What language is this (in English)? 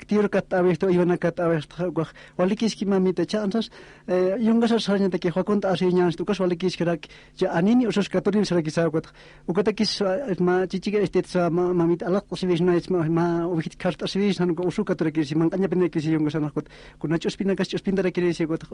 Aymara